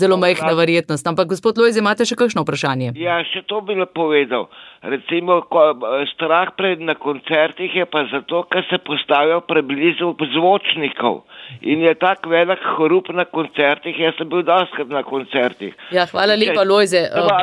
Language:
Slovenian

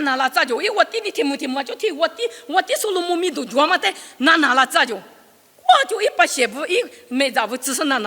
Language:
Lisu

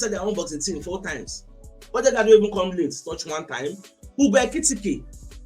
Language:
Nigerian Pidgin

